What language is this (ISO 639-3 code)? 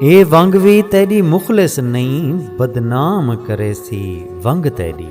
skr